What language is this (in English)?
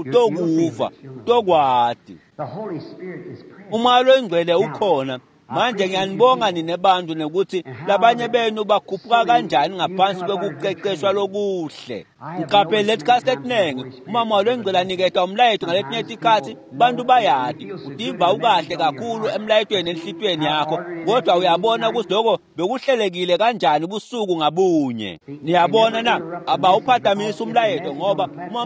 Swati